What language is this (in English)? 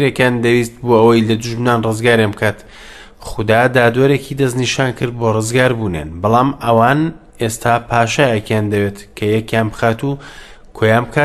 Central Kurdish